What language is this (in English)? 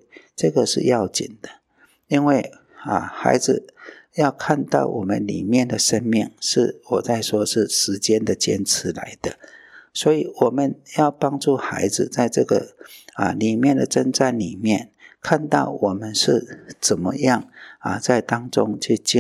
Chinese